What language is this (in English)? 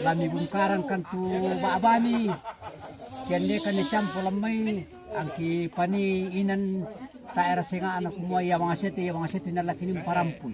Toraja-Sa'dan